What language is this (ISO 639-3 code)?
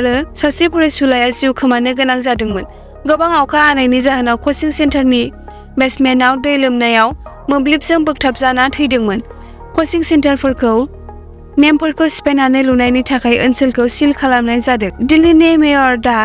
brx